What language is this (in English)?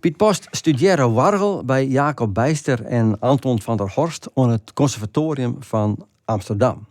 Western Frisian